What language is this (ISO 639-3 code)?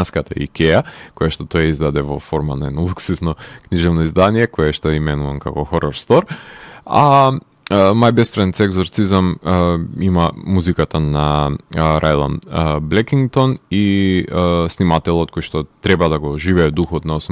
mkd